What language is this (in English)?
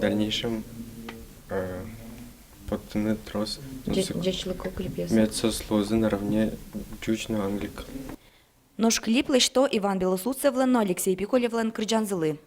Udmurt